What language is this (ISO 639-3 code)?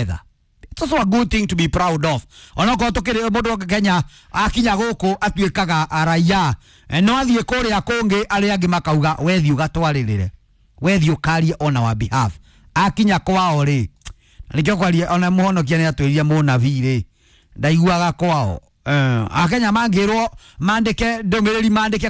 kik